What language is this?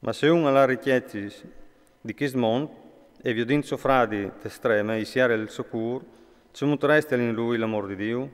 Friulian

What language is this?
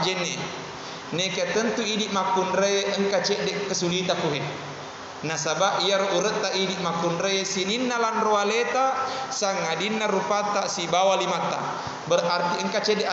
Buginese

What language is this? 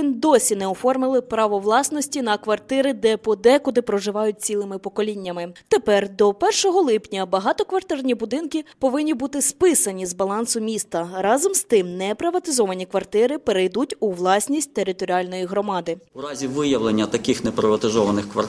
Ukrainian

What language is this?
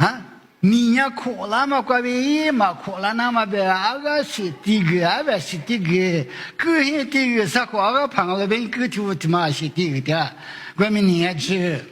Lisu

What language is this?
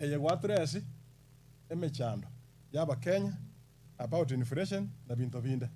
Gusii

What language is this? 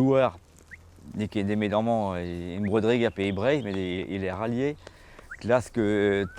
Breton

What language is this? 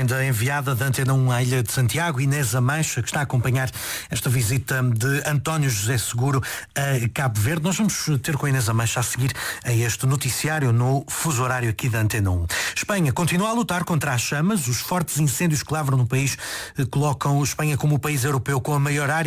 Portuguese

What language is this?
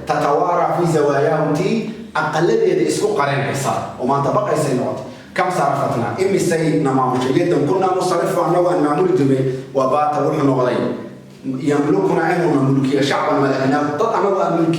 Somali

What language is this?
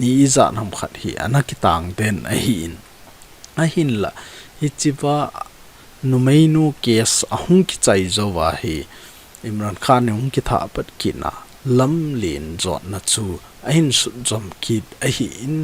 Thado Chin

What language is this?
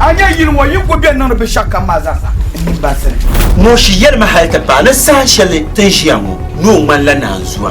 Dagbani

